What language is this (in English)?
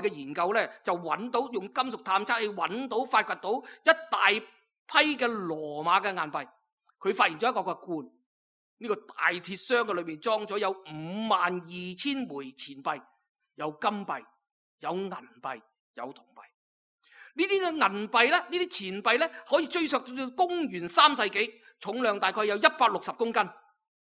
Cantonese